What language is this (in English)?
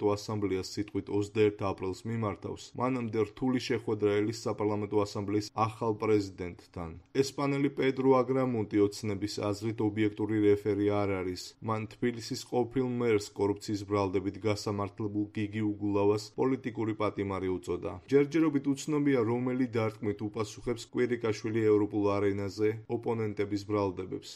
Georgian